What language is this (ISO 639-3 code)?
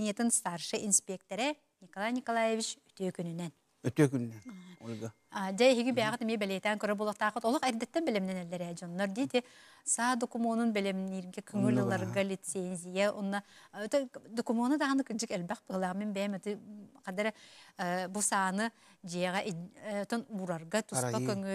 sah